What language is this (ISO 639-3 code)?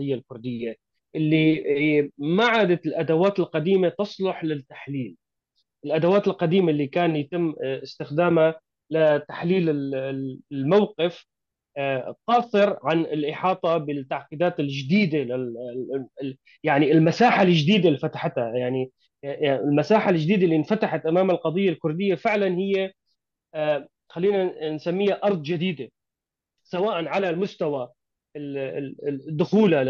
apc